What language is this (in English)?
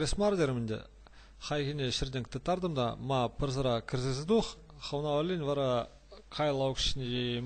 Chuvash